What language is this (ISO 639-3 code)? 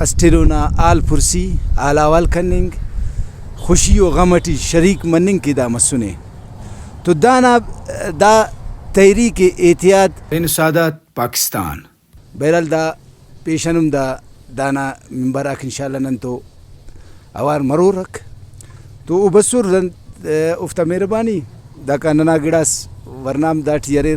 brh